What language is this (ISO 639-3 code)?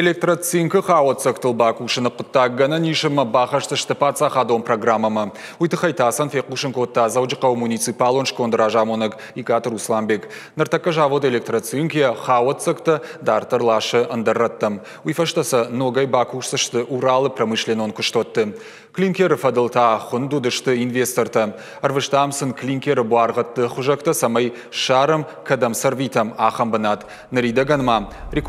oss